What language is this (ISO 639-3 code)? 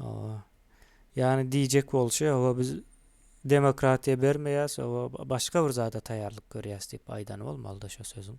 tuk